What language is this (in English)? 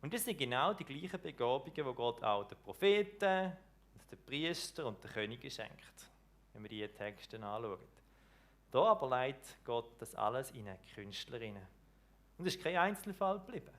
Swiss German